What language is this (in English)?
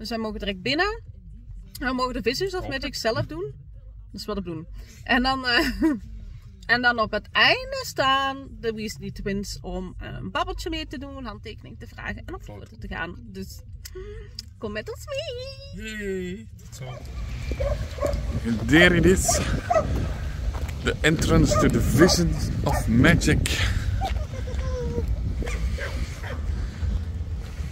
Dutch